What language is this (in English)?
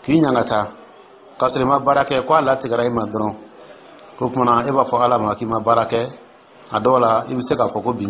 Dyula